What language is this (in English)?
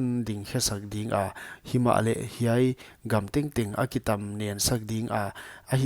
Paite Chin